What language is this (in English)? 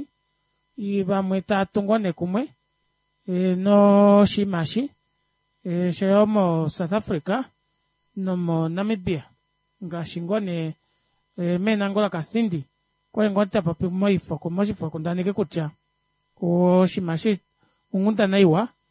Kuanyama